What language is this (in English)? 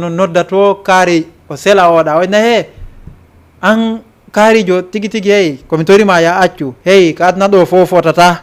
Fula